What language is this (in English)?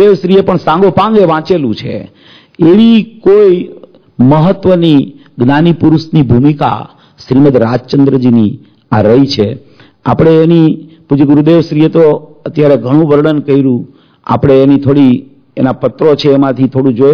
Gujarati